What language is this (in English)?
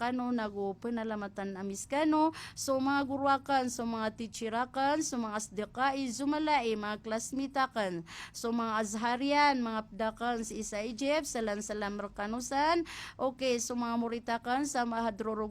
Maranao